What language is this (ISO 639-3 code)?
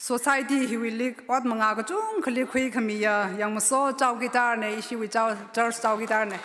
nmf